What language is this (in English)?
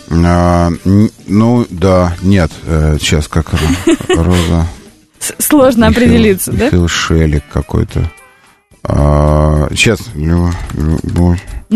Russian